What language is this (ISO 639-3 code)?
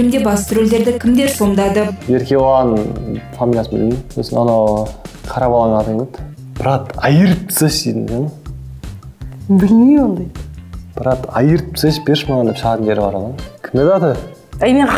kaz